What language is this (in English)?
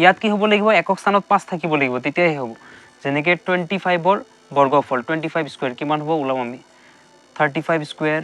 Assamese